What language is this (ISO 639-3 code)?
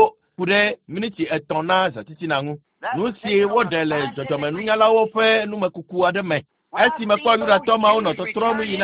ewe